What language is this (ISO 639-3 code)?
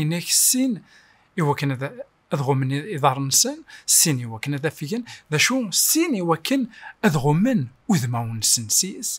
kab